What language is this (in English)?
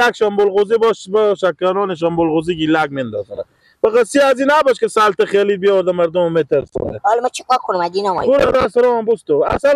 Persian